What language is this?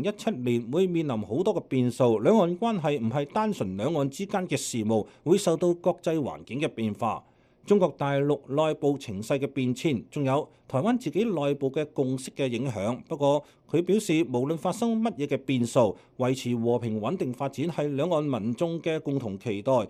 Cantonese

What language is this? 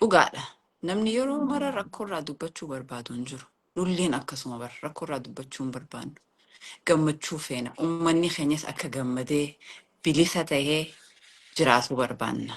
Oromo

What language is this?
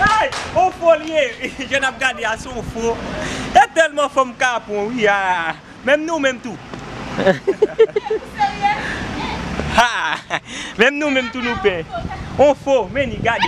Haitian Creole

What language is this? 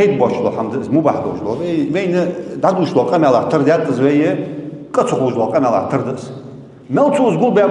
Ingush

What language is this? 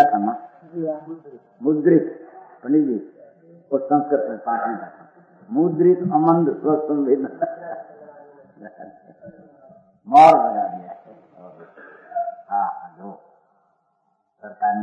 Gujarati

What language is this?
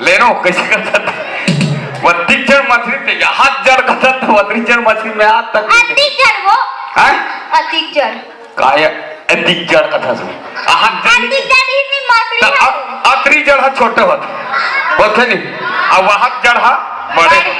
Chhattisgarhi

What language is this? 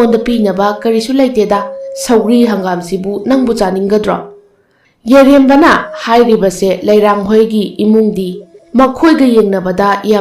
Manipuri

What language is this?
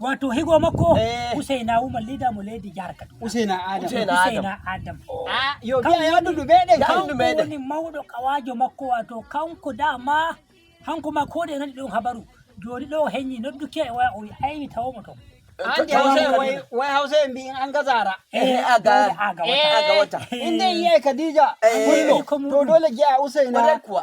Fula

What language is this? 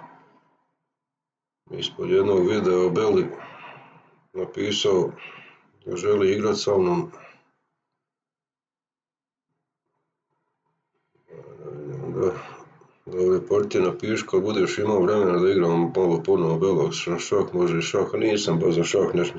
Croatian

